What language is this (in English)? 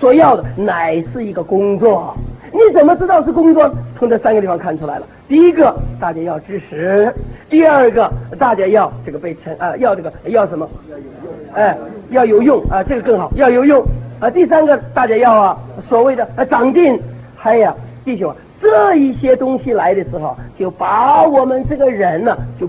Chinese